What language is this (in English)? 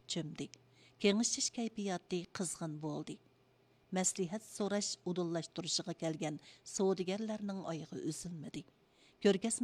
Uyghur